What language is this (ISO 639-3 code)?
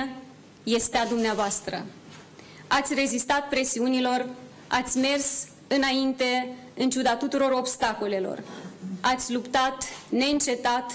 ron